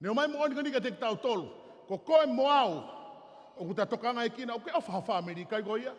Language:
Tongan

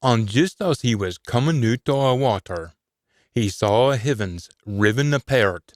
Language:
Scots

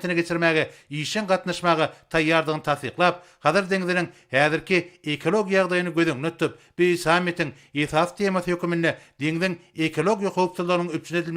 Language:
Turkmen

